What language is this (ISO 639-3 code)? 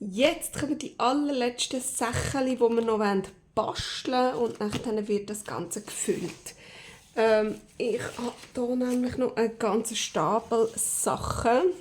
gsw